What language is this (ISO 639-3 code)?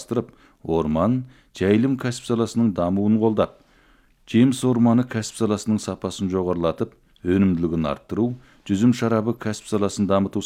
kaz